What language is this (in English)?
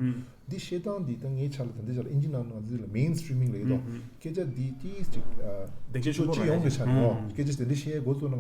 Tibetan